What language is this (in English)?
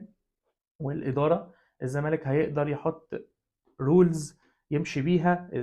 Egyptian Arabic